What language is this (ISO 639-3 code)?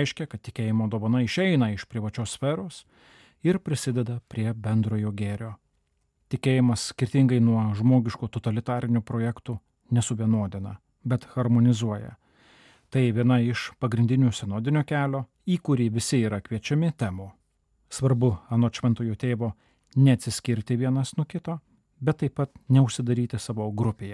lit